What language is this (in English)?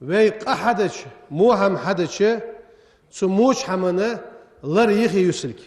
Ingush